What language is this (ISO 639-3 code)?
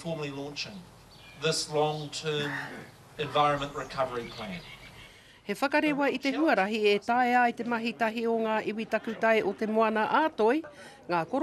mri